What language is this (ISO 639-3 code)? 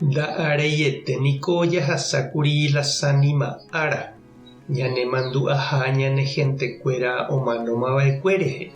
grn